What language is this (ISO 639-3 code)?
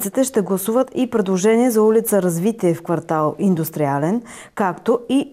bul